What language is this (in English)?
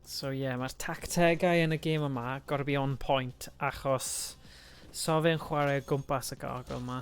Welsh